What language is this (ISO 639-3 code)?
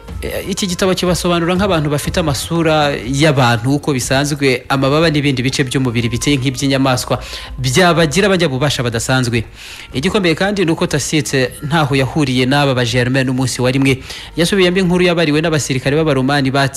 kin